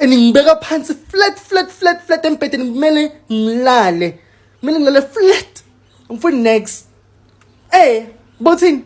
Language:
Zulu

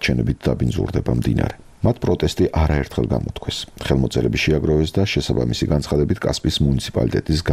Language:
Georgian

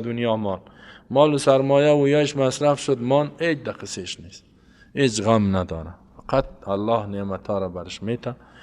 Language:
Persian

